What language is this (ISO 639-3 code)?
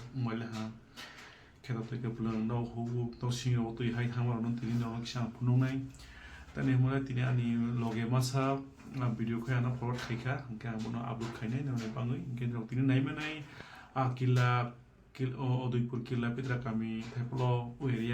trp